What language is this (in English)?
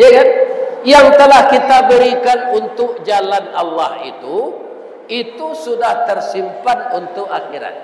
Minangkabau